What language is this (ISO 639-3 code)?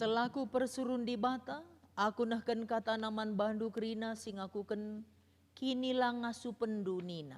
btx